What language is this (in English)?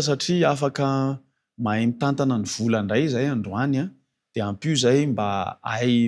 Malagasy